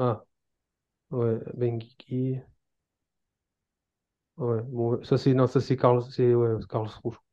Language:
French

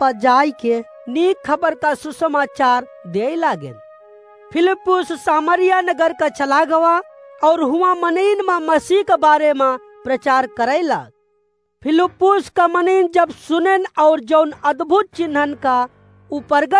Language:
Awadhi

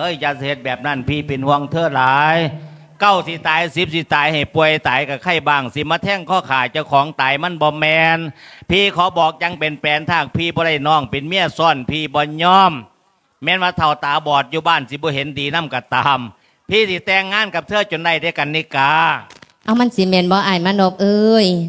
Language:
Lao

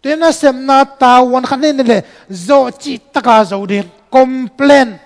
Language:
Tedim Chin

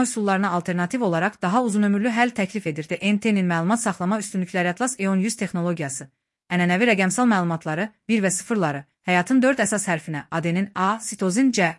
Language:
Azerbaijani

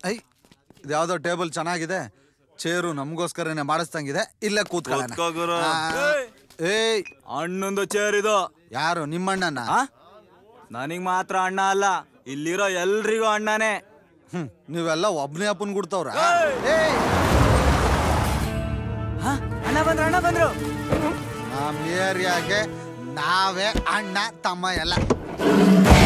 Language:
Kannada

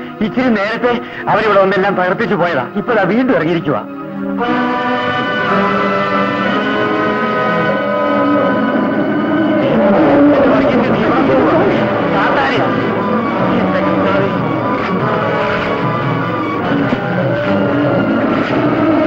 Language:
Malayalam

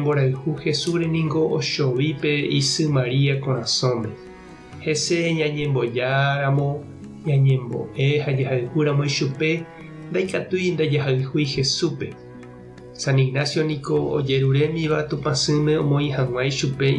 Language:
Guarani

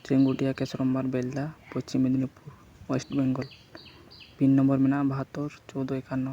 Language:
Santali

